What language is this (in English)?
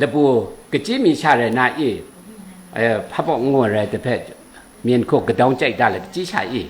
Kachin